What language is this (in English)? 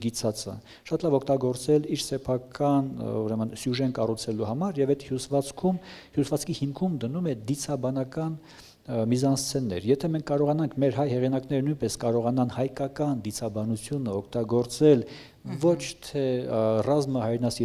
Armenian